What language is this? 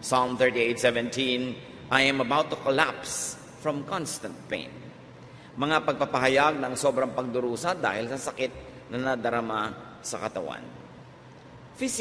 Filipino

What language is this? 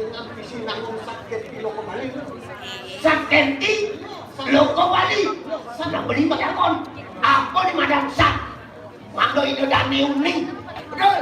Balinese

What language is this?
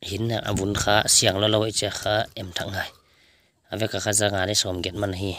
Paite Chin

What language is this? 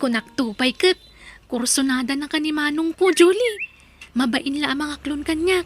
Iloko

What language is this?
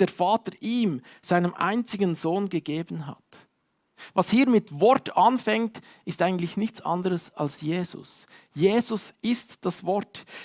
Swiss German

